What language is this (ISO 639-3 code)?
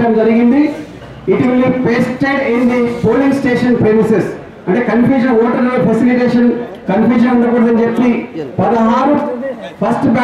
tel